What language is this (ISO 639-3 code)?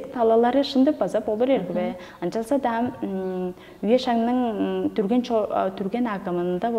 tyv